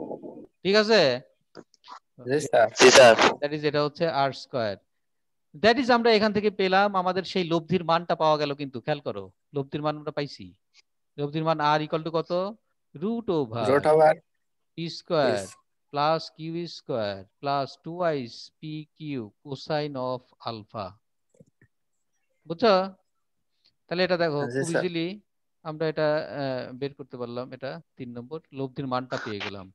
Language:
Bangla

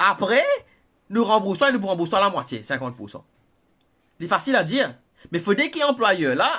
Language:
Morisyen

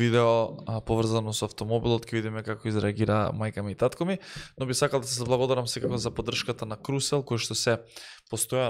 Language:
Macedonian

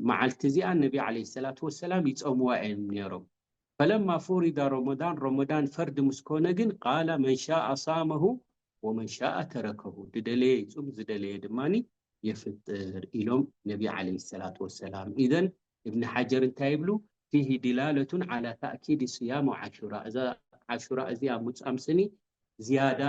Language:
Tigrinya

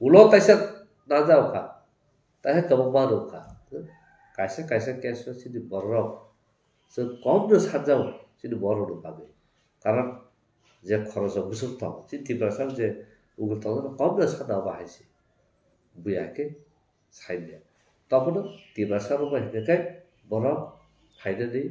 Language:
Kok Borok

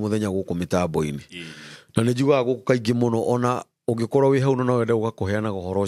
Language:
Kikuyu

